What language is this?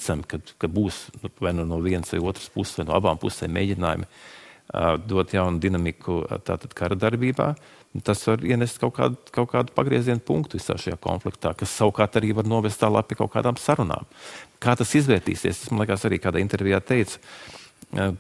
Latvian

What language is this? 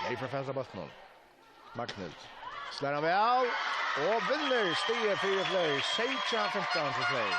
Faroese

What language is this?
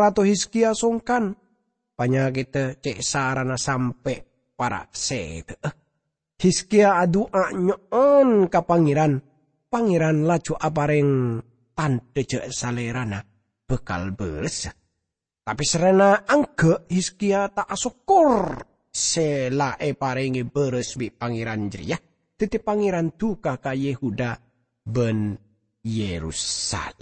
Madurese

